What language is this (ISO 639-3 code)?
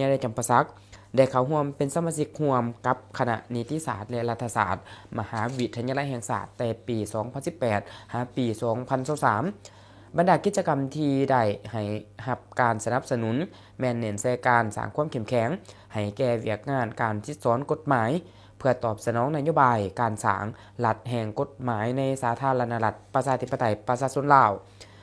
lao